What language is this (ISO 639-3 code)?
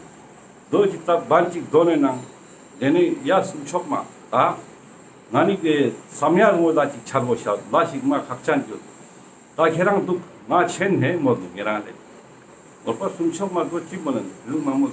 lbj